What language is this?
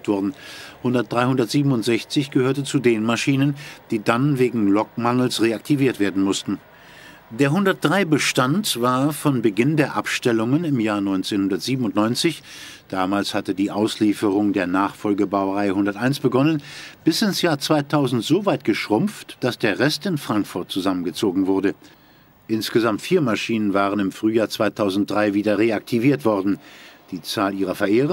German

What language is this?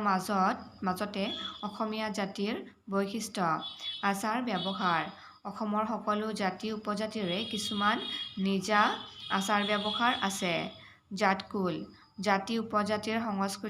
Assamese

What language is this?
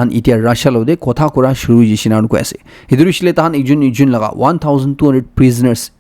Naga Pidgin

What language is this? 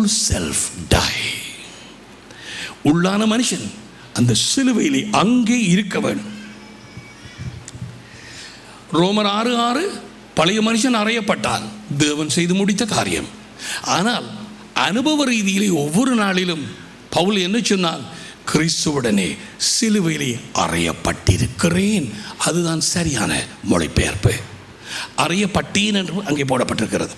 Tamil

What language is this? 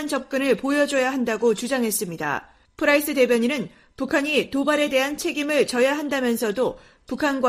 Korean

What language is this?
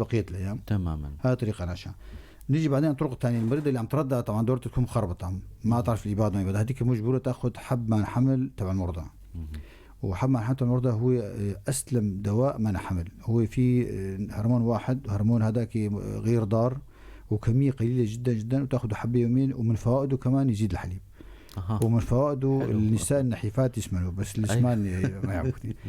North Levantine Arabic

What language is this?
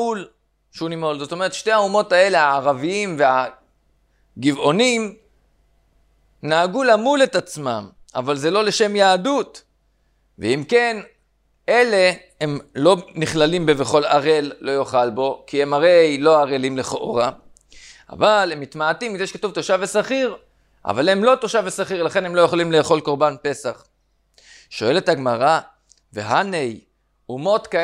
Hebrew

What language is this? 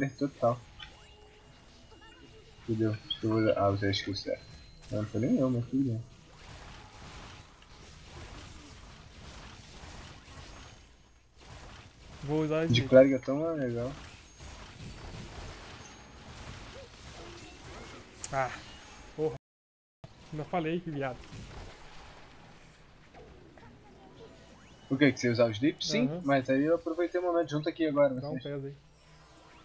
Portuguese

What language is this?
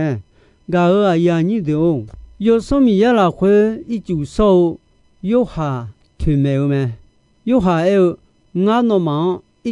Akha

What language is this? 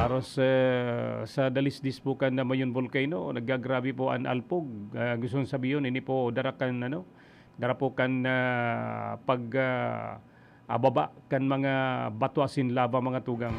Bikol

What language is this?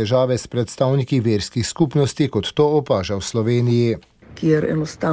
Slovenian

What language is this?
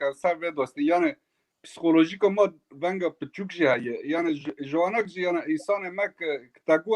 Kurdish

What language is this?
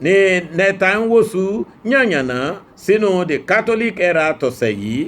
Yoruba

